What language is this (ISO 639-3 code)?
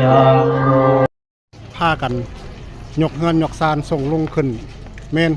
tts